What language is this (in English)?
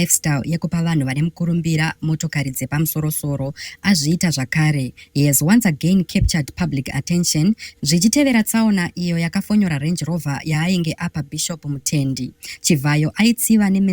Shona